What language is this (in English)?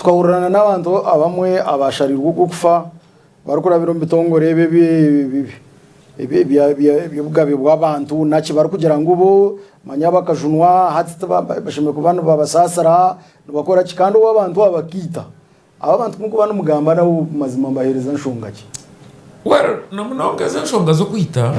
Nyankole